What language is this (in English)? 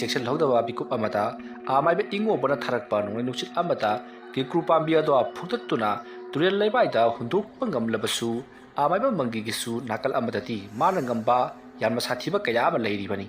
Manipuri